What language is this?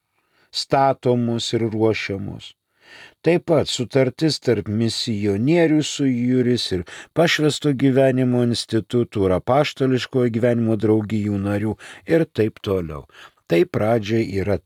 Lithuanian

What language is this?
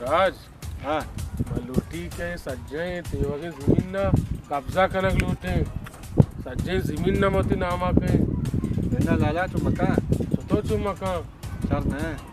Baluchi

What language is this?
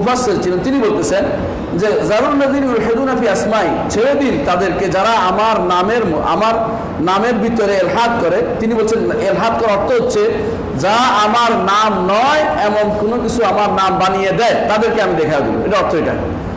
Bangla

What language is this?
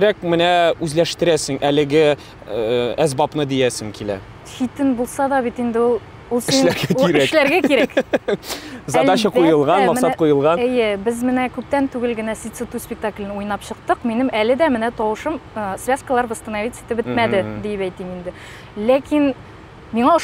Tatar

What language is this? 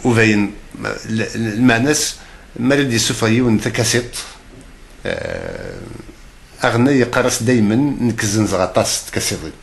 Kabyle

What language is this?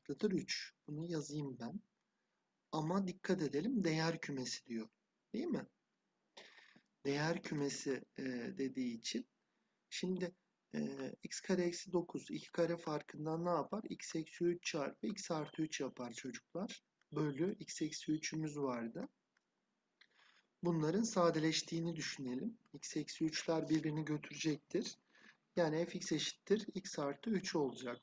Turkish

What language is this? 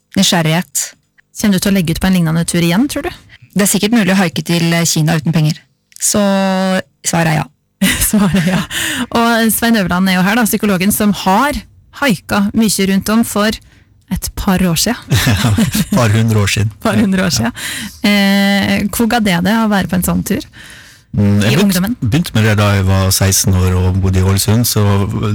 Norwegian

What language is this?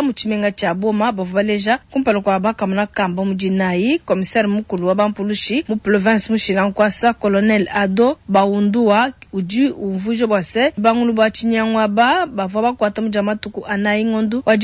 Luba-Lulua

